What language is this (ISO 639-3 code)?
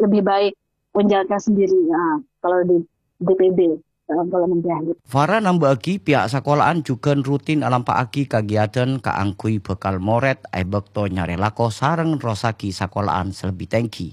mad